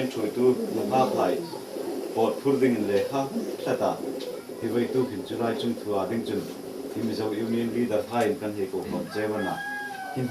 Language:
Hmar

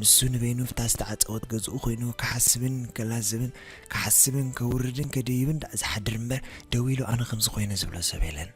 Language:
Tigrinya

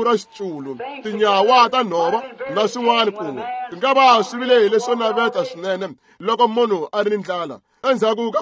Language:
Tsonga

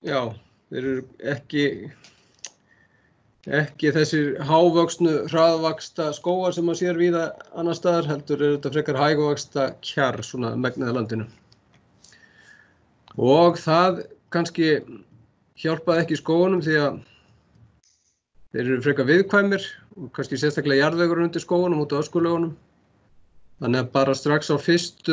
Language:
Icelandic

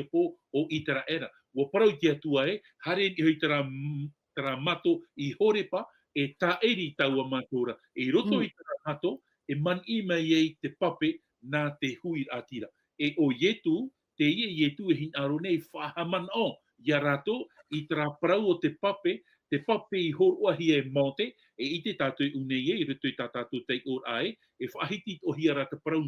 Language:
Tahitian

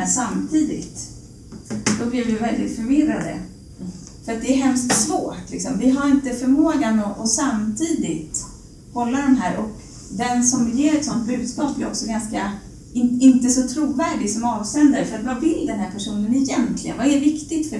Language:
Swedish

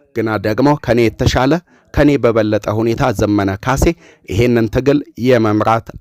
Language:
Amharic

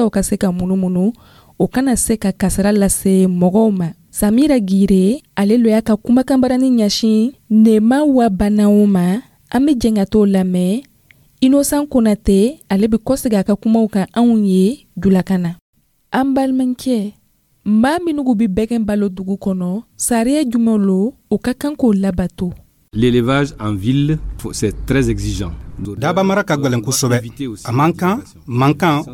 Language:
Dyula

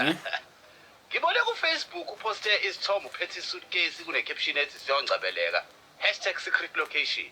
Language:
Zulu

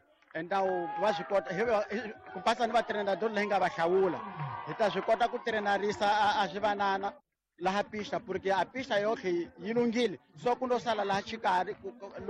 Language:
Tsonga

